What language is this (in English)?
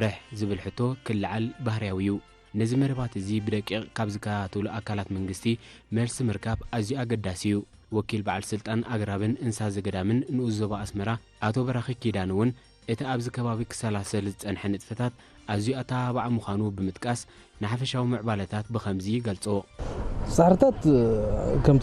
Tigrinya